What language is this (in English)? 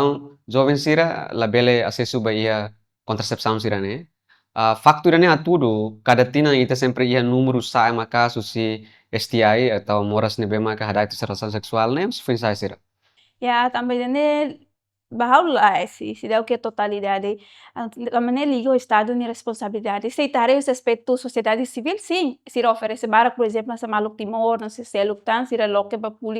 Tetum